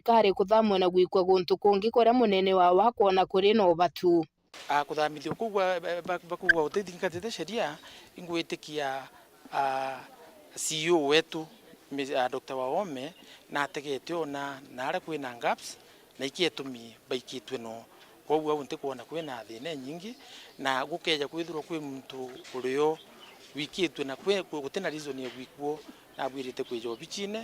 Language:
Meru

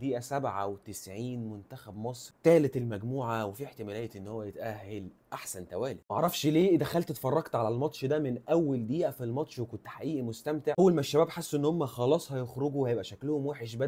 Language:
Egyptian Arabic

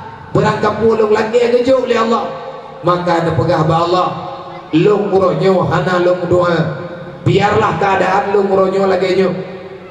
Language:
Achinese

